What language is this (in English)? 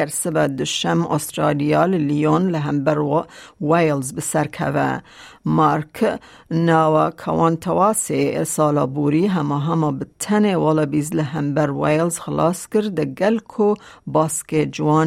Kurdish